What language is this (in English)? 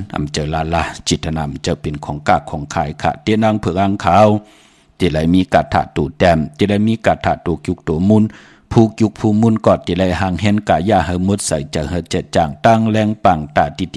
Shan